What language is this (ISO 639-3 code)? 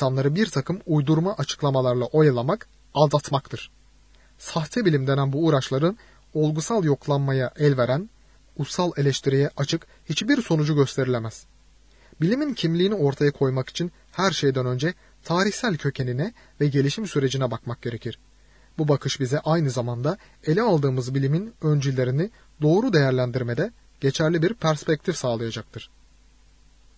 tur